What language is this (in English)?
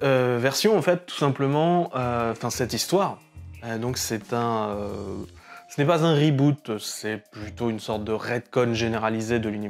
French